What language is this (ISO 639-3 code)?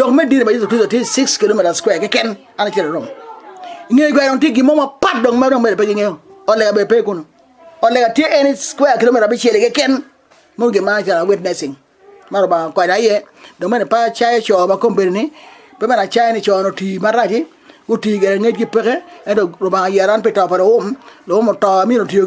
ach